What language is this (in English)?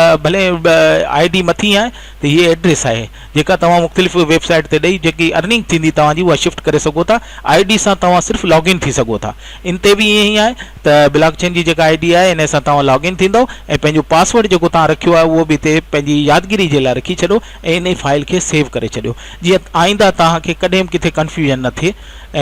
Sindhi